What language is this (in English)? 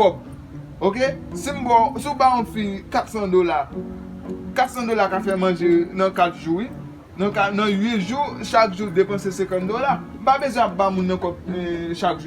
Haitian Creole